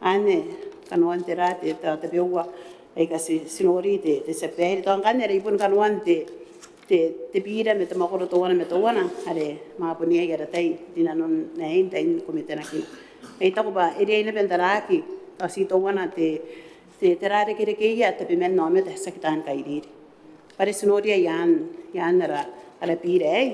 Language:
Gilbertese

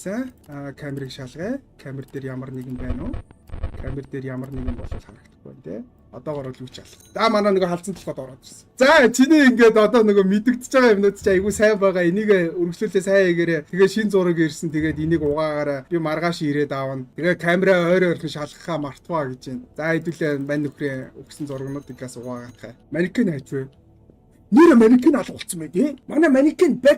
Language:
Mongolian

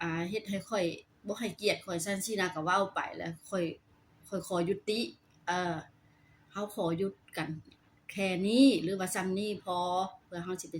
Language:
Lao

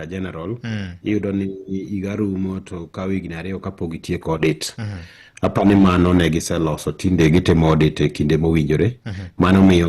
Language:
Luo (Kenya and Tanzania)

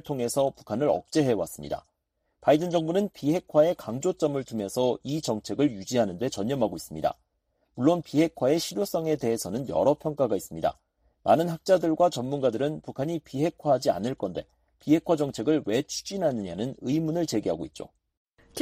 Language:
Korean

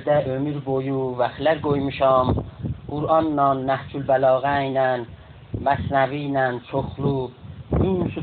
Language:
South Azerbaijani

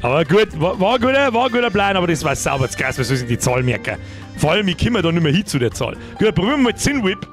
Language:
Bavarian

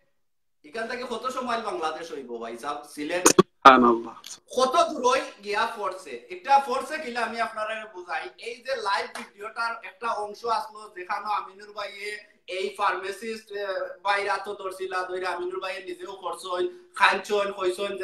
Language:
Sylheti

